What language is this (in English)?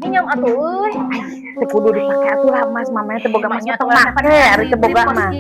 Sundanese